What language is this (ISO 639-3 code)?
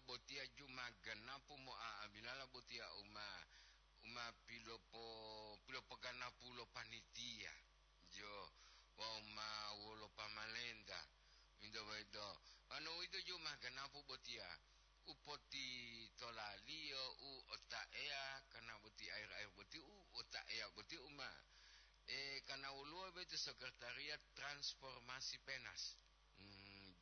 gor